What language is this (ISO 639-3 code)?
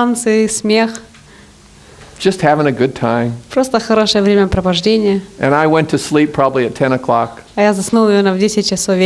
rus